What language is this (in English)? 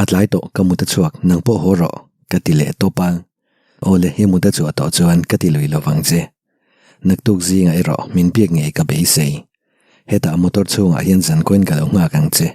Mizo